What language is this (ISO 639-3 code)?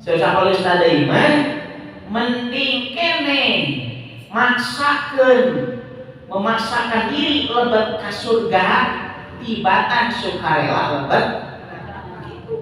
sun